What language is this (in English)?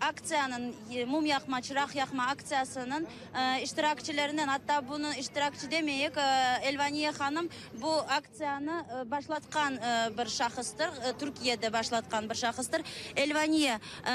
Crimean Tatar